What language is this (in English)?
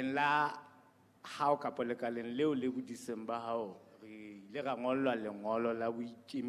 Southern Sotho